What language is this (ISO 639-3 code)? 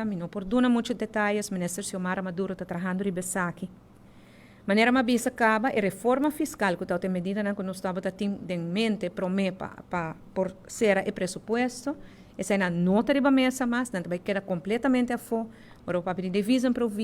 pap